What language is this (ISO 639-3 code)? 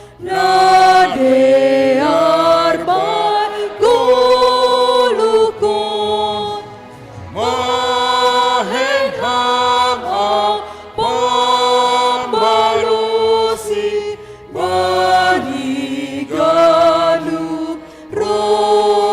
bts